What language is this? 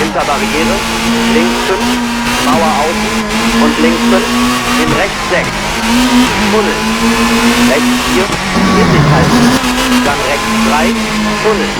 Bavarian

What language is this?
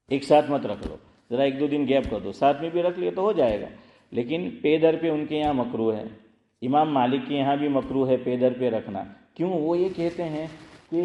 Urdu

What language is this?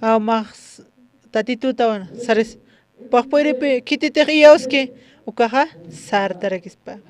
Aymara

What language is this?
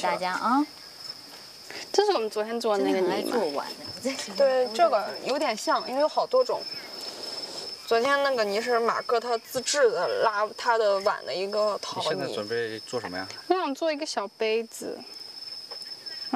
Chinese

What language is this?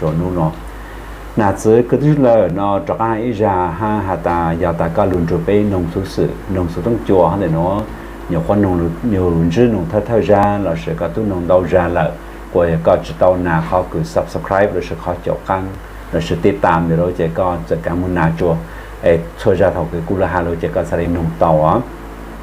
Hmong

